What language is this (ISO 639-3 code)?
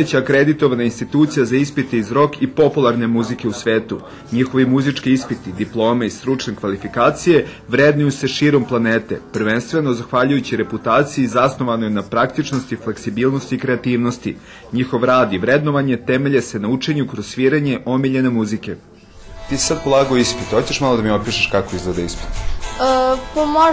srp